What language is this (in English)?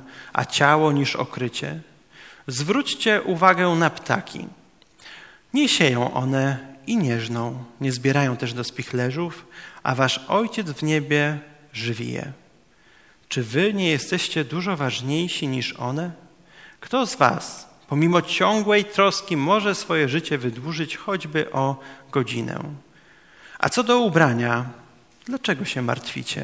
Polish